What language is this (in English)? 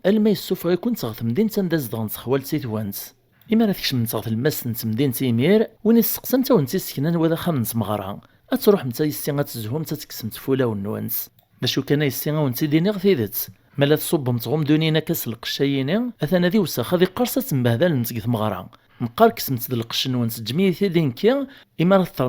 Kabyle